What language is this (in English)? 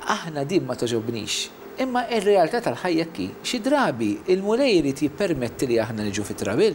Maltese